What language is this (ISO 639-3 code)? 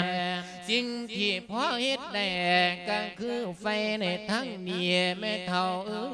lao